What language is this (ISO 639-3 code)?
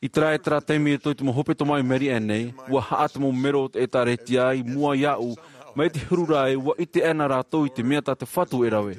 tah